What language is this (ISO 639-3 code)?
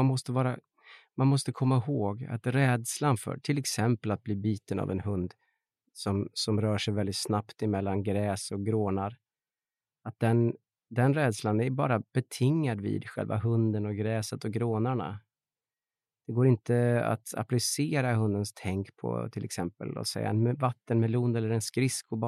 swe